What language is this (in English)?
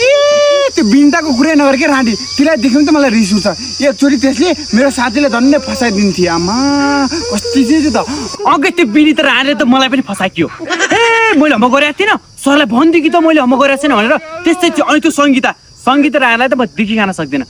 Nepali